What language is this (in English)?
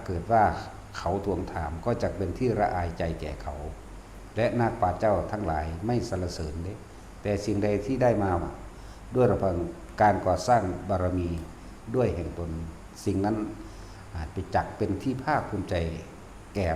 Northeastern Thai